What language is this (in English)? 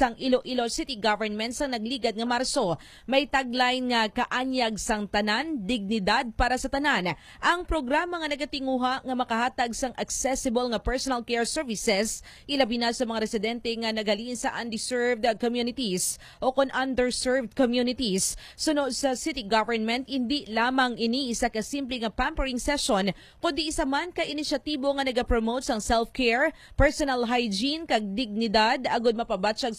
Hiligaynon